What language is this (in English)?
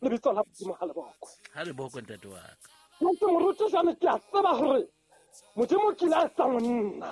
Southern Sotho